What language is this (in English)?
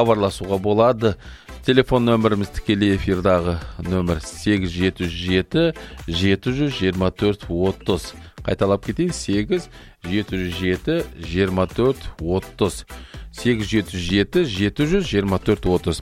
Kazakh